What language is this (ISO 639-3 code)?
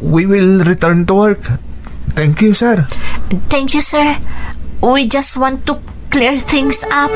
ilo